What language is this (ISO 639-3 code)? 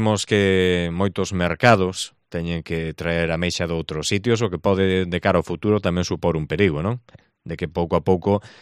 glg